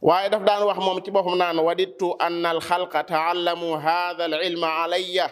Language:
Wolof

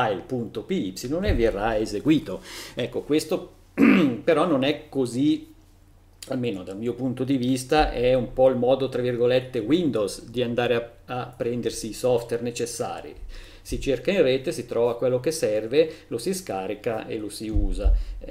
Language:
Italian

